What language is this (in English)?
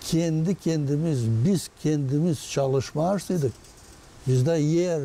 Gagauz